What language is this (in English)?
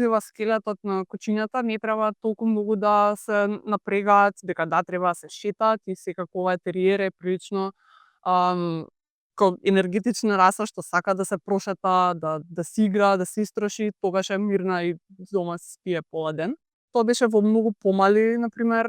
Macedonian